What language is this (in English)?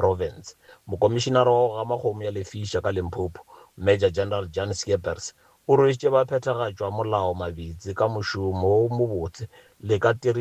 Northern Sotho